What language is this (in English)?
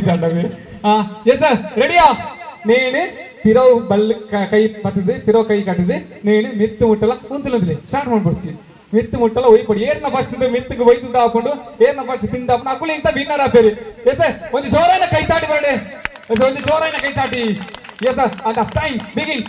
Tulu